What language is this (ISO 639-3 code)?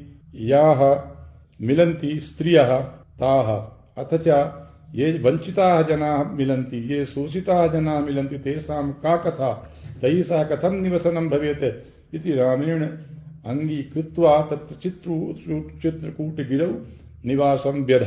san